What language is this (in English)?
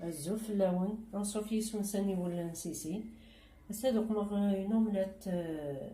Kabyle